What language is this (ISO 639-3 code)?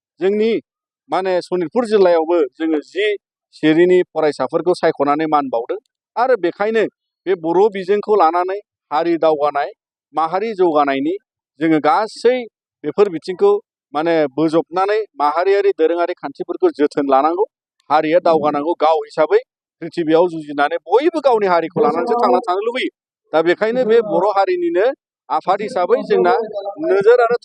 brx